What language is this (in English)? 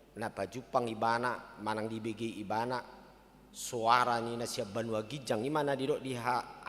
Batak Toba